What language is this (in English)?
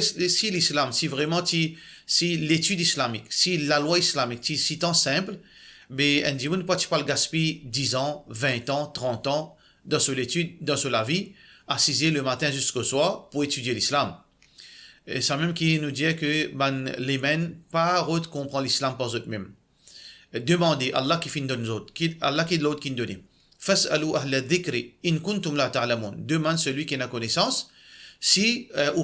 Morisyen